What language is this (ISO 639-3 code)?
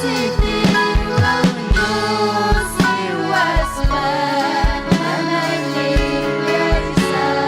quy